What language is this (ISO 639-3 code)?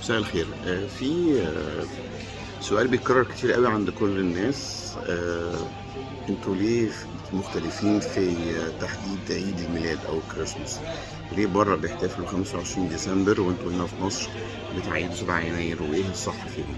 arz